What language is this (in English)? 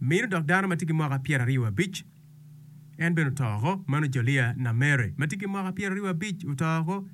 Acoli